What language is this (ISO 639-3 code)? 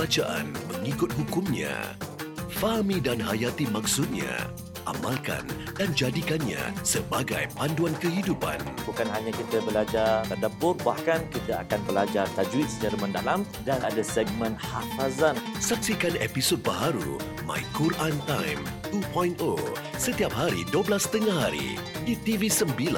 msa